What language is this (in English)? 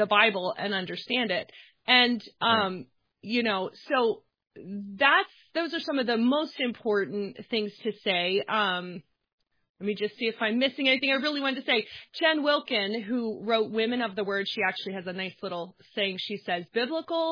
English